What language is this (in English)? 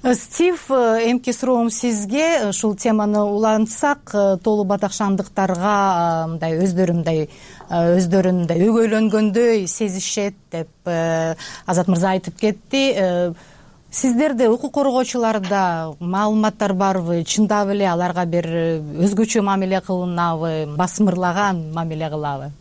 Kyrgyz